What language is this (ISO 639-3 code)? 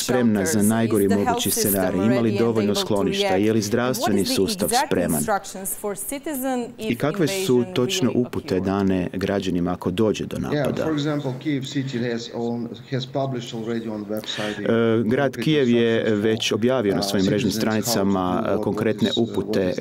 hrv